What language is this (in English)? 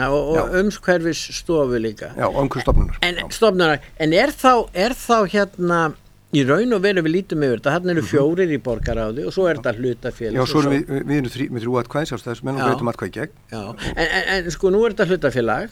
Icelandic